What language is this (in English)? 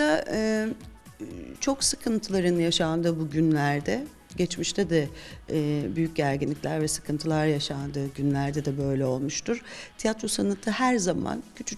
Turkish